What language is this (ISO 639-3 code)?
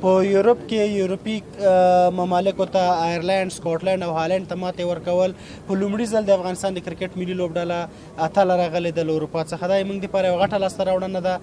pus